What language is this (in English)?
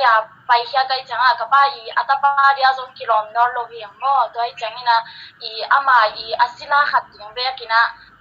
Tedim Chin